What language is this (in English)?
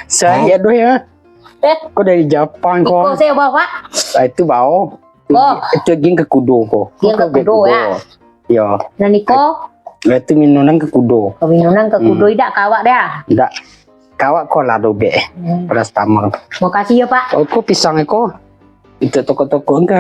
Minangkabau